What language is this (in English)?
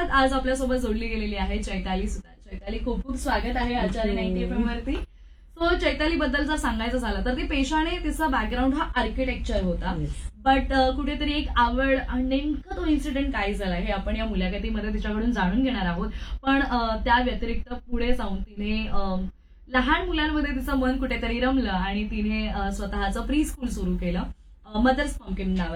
Marathi